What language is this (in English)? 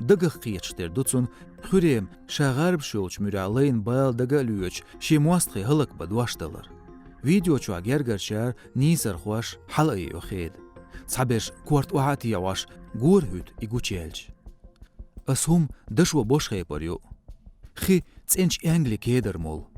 Chechen